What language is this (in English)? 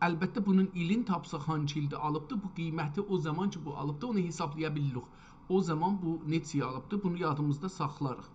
South Azerbaijani